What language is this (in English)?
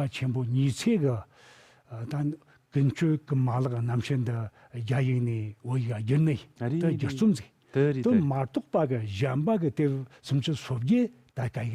Tibetan